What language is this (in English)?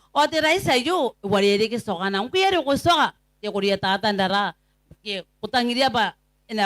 Gilbertese